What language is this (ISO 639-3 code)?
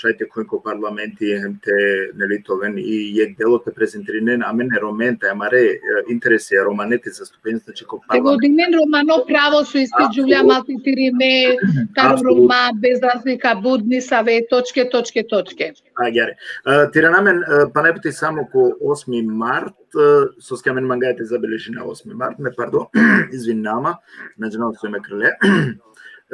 rmn